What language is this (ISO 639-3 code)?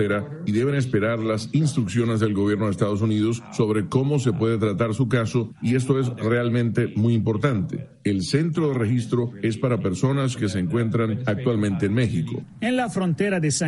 spa